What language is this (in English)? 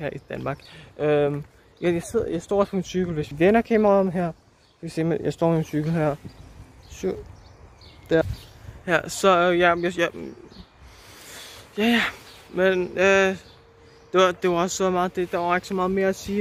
Danish